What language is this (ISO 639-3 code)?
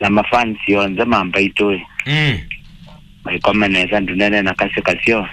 kam